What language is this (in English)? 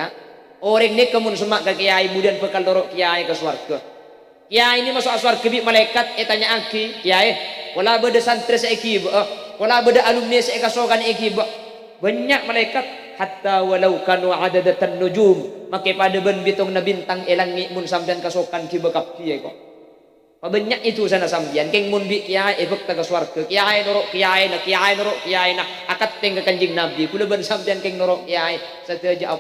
Madurese